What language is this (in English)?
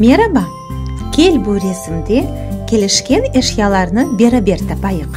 Crimean Tatar